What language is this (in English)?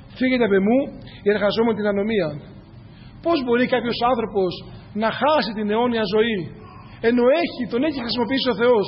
Greek